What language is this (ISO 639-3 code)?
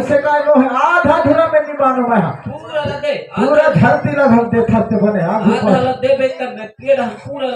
hne